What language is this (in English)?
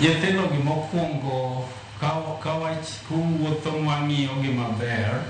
Luo (Kenya and Tanzania)